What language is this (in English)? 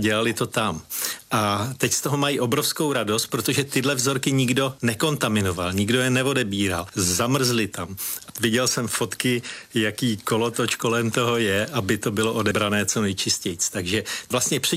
Czech